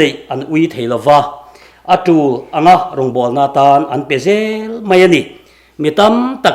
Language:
Mizo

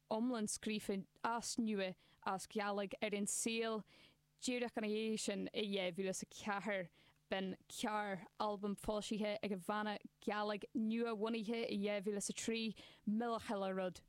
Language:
Irish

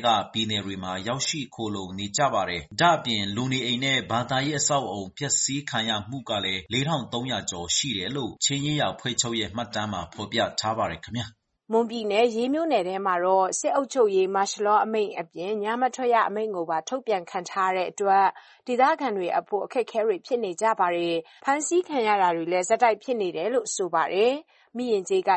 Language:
Burmese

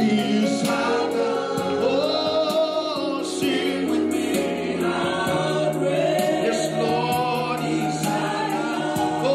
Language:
Fijian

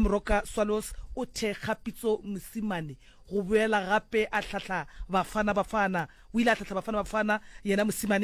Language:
Northern Sotho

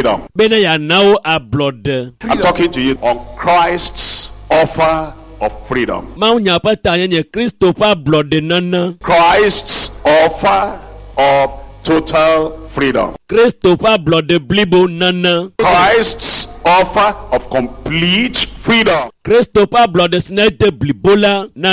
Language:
Ewe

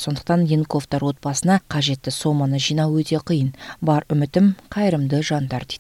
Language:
Kazakh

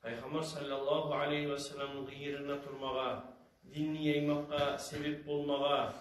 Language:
Kumyk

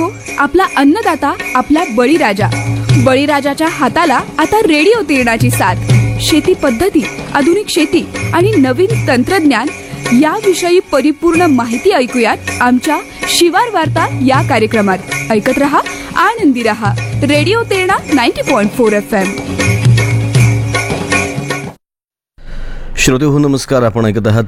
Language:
Marathi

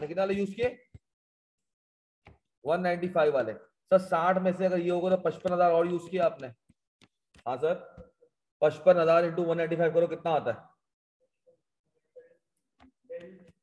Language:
Hindi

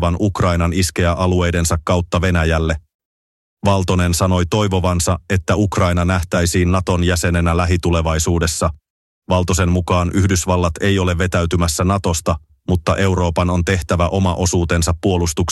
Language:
Finnish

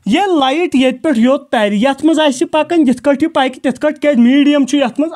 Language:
Kashmiri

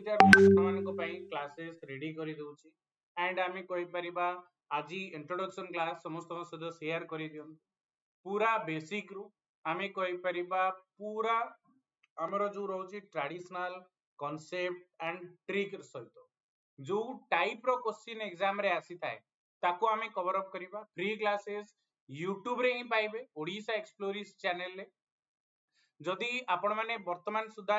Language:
Odia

